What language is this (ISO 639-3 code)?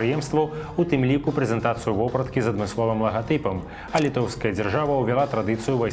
bel